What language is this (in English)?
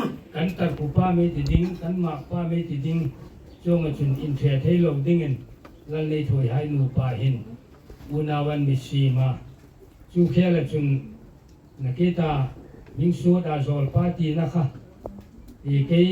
Hmar